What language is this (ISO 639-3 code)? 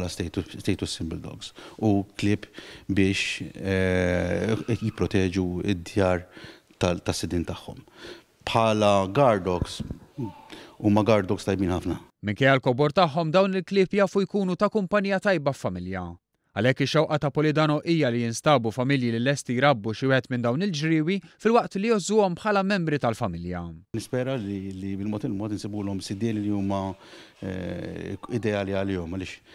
mlt